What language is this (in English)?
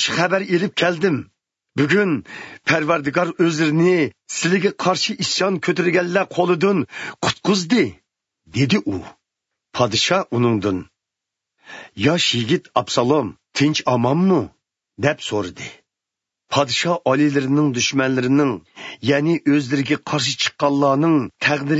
Uyghur